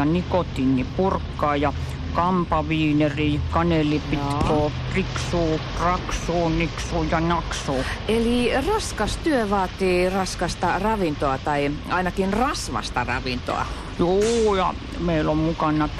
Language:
Finnish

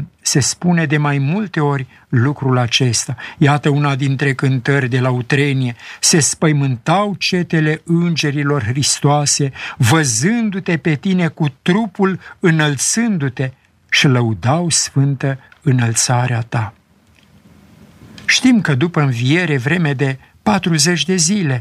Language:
Romanian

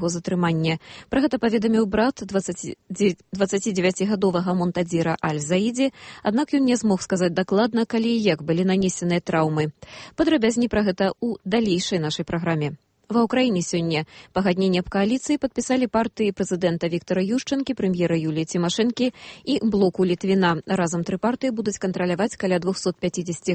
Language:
Belarusian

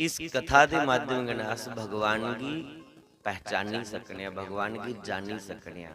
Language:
Dogri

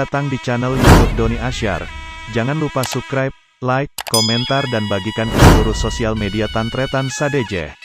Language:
Madurese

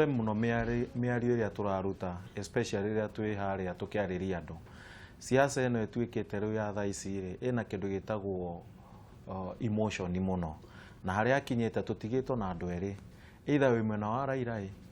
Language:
Kikuyu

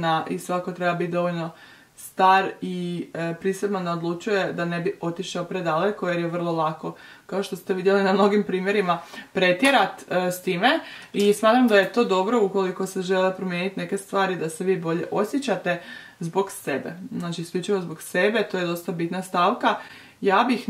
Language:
Croatian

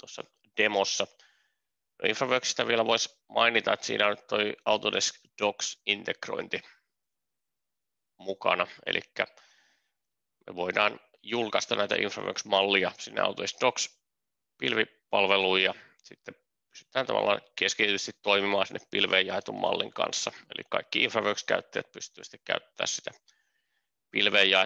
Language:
Finnish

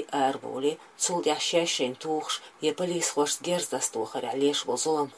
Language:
Chechen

